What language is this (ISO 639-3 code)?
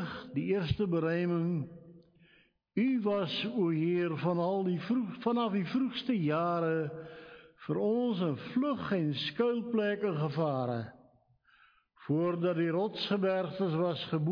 afr